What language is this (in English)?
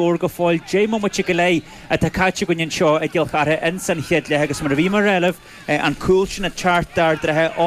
Irish